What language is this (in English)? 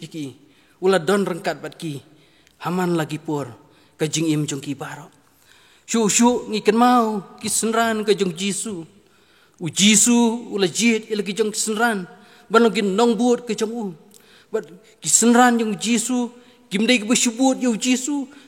Khasi